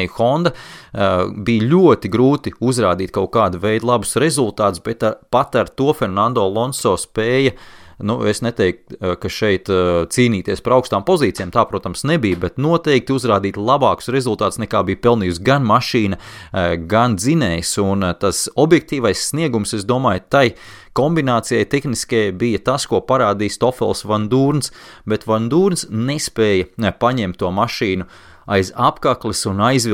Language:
Latvian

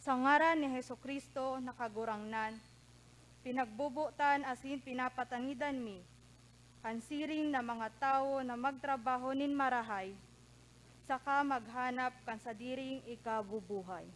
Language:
Bikol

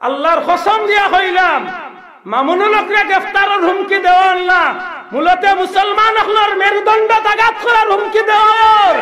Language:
Sylheti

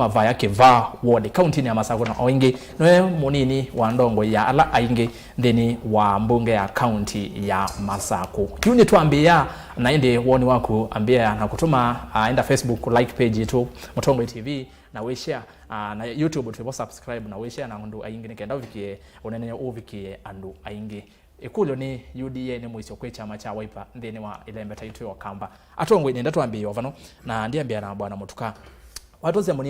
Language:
Kamba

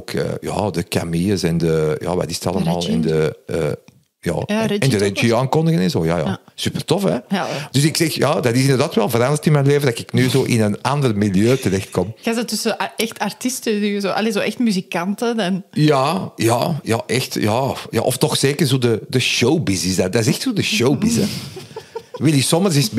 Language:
Dutch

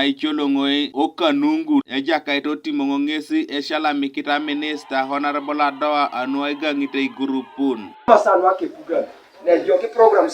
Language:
Teso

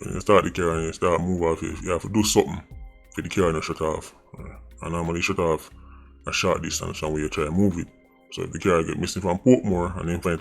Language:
Jamaican Creole English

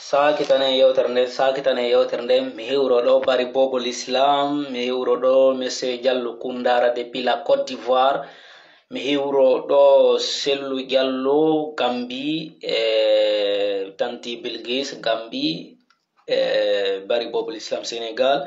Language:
Pular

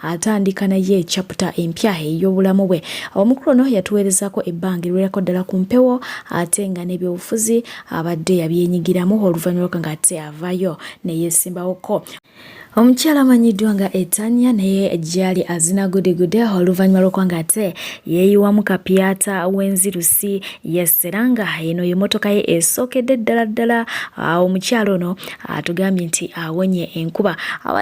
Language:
Ganda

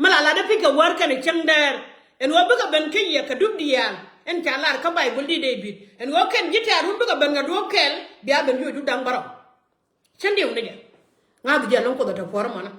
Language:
Nuer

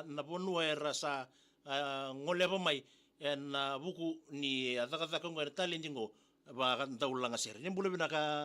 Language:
Fijian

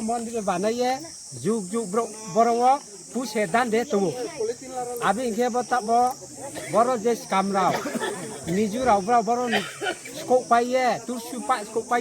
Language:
Riang (India)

